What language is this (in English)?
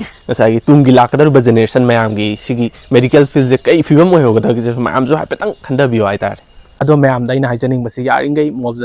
Manipuri